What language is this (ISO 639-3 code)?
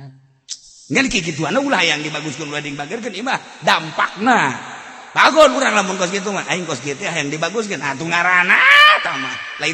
sun